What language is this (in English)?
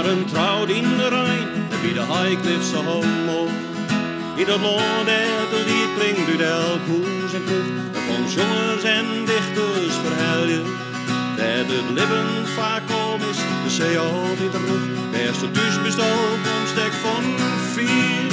Western Frisian